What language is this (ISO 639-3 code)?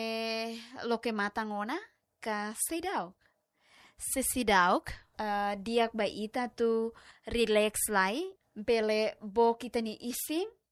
tet